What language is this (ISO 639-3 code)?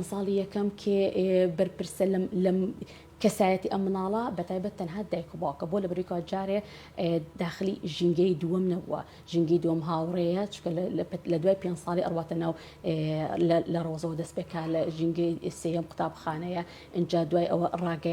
ckb